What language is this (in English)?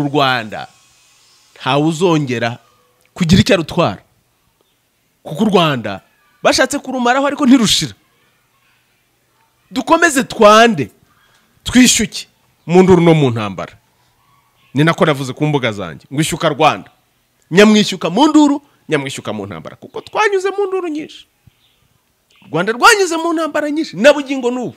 Kinyarwanda